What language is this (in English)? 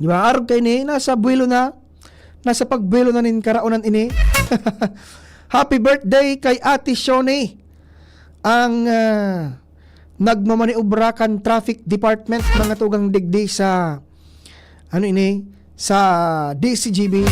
Bikol